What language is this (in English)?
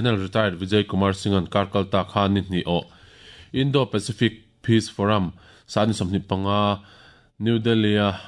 Mizo